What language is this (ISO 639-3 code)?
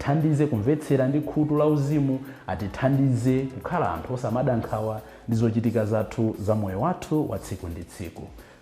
nya